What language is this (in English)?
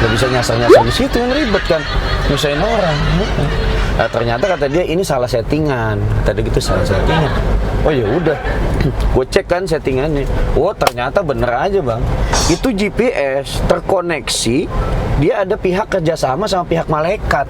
Betawi